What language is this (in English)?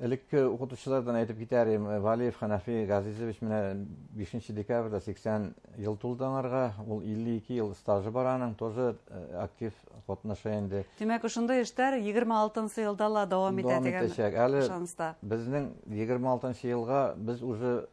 Bashkir